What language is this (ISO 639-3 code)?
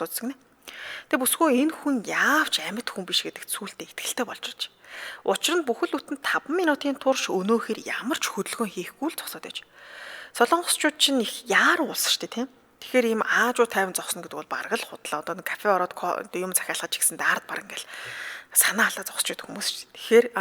mon